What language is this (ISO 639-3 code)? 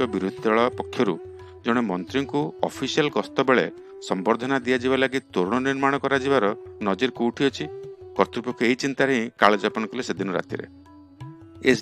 ori